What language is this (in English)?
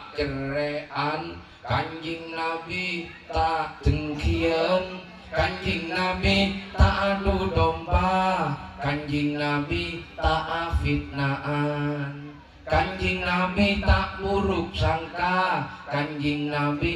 Madurese